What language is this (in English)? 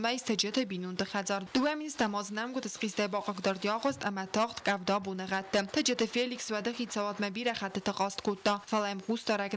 Ossetic